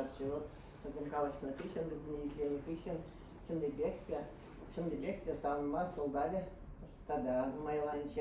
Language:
Chuvash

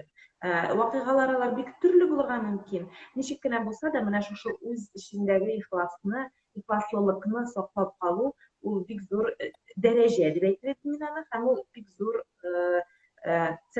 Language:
Tatar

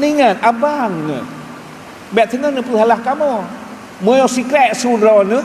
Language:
Achinese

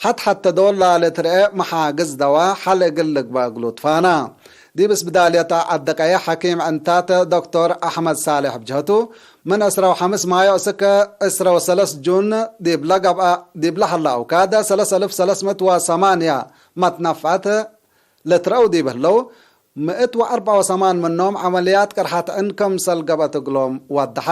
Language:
Tigre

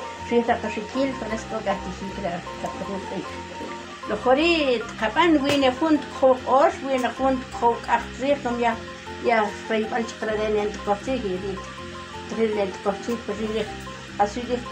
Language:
Uspanteco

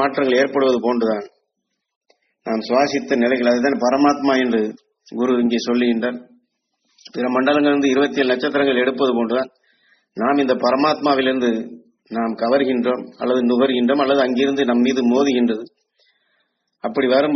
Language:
Tamil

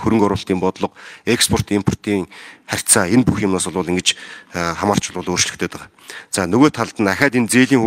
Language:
Mongolian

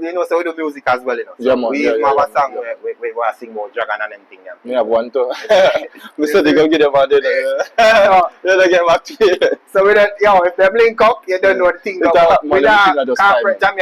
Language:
Jamaican Creole English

